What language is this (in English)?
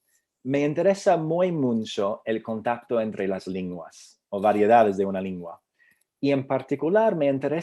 Ladino